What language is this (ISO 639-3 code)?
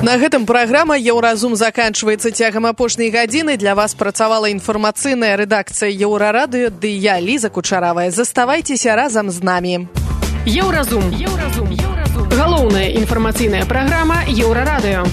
bel